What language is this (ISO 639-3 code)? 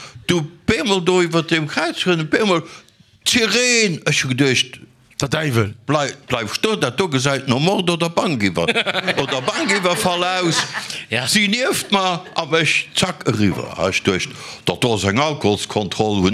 ltz